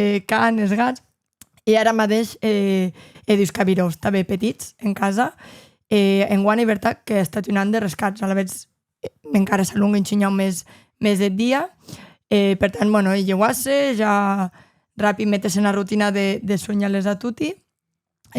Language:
Occitan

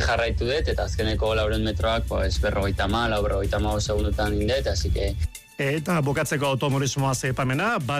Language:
Basque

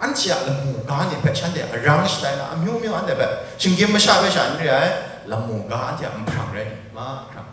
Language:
Kachin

